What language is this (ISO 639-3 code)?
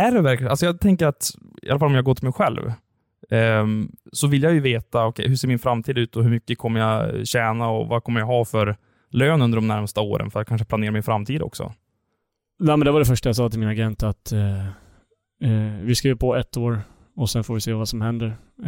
swe